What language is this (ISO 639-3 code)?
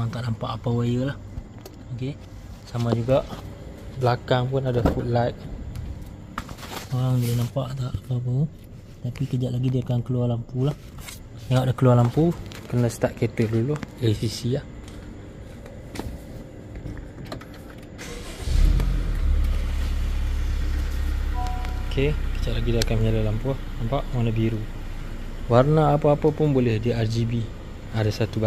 msa